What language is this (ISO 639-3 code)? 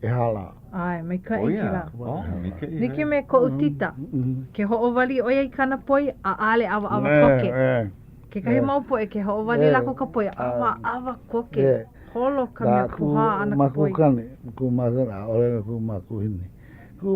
haw